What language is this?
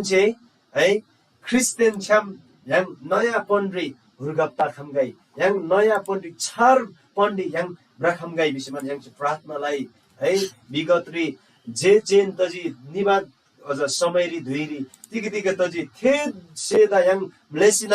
Eastern Tamang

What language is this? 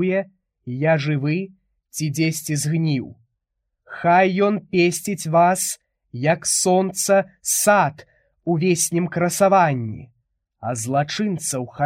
Belarusian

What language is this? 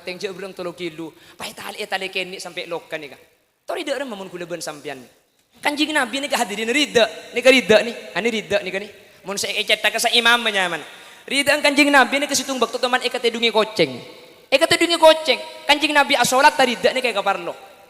Madurese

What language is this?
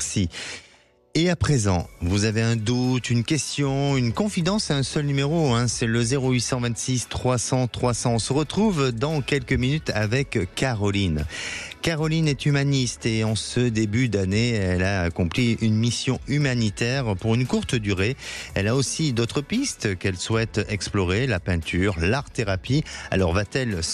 French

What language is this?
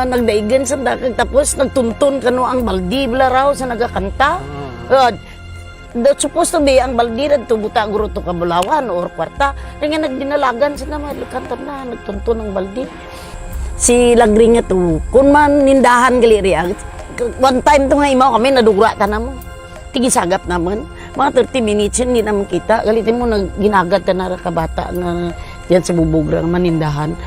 Kinaray-a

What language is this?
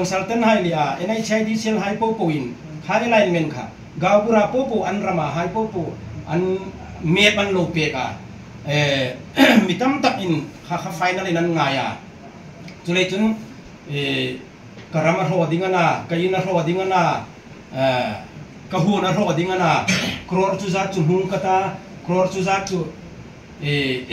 Hmar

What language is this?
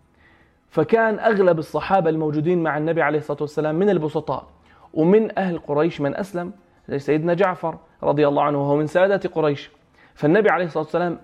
North Levantine Arabic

